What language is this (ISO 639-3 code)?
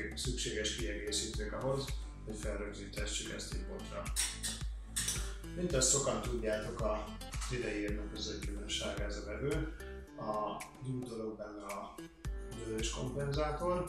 hun